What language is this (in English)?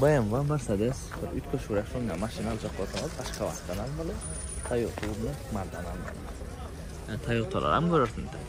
Turkmen